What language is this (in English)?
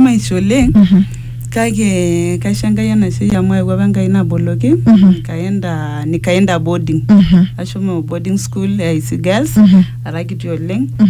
Masai